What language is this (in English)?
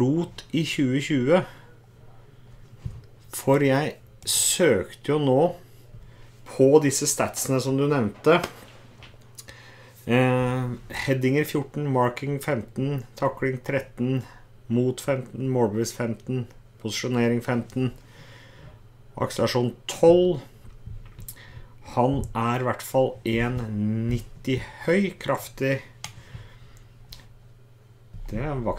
Norwegian